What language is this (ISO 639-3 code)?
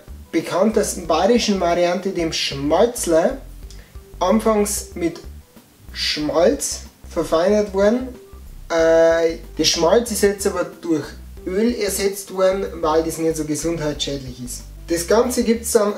bar